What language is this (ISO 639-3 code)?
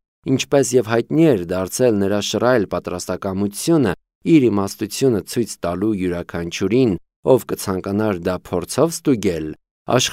hye